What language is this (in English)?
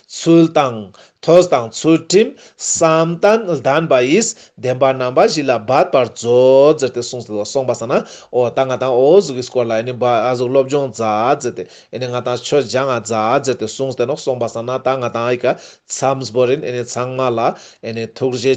Ladakhi